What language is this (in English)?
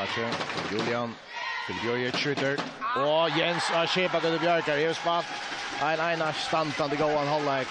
Faroese